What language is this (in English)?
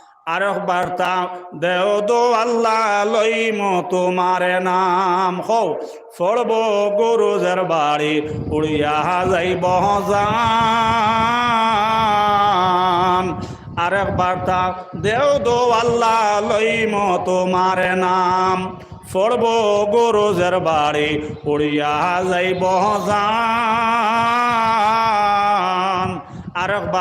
Sylheti